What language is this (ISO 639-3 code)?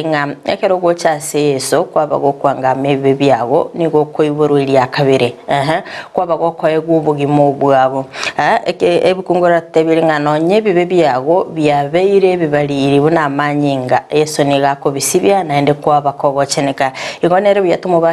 guz